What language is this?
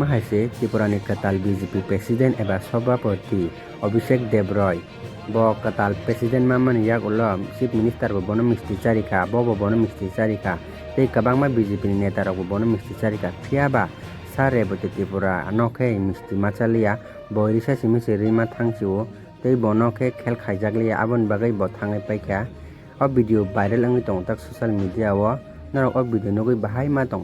Kok Borok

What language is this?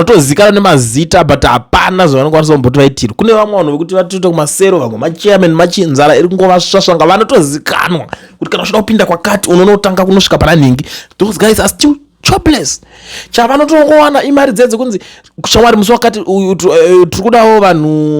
Shona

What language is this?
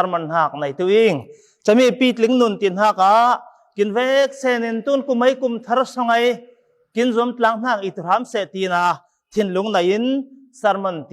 Falam Chin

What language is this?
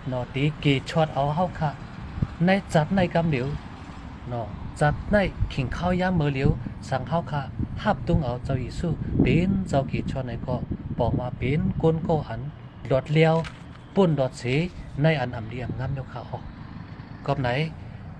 Shan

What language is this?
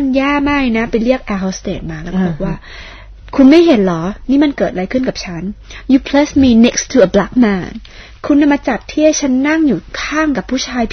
Thai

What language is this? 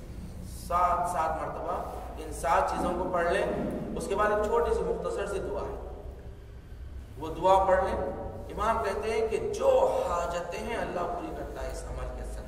Urdu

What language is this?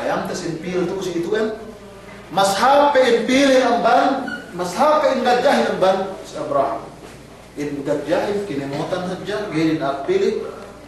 Yakan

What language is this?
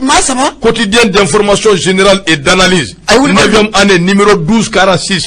Bambara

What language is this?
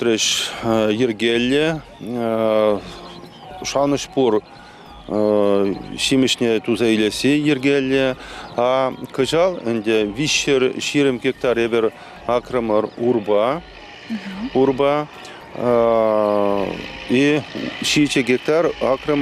Chuvash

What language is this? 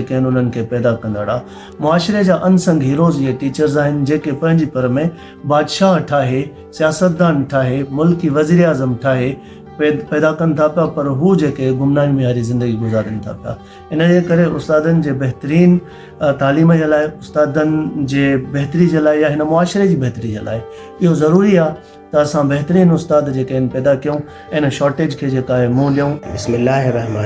Sindhi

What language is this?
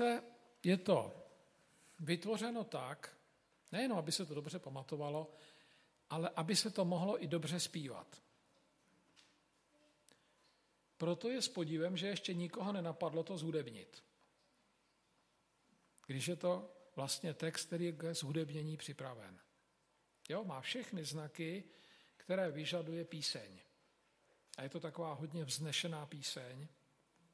Czech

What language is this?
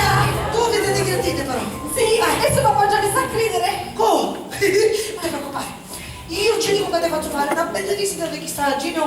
Sicilian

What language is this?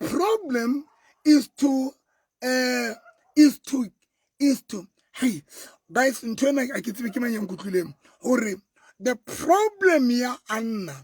Southern Sotho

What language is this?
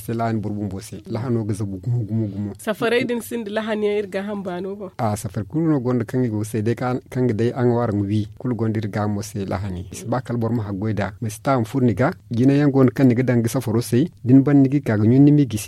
Zarma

